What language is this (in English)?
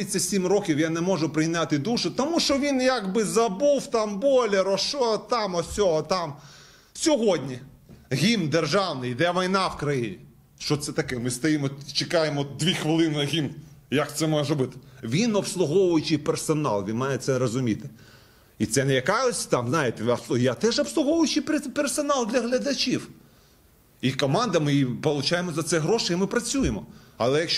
Ukrainian